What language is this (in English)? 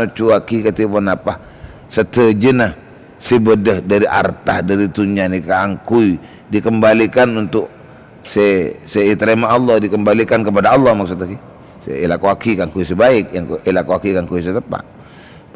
Madurese